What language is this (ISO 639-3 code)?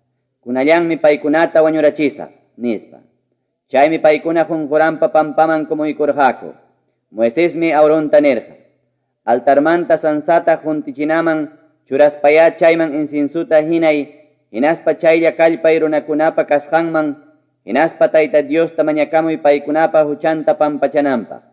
quy